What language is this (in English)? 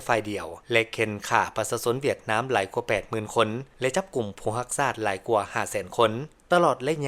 Lao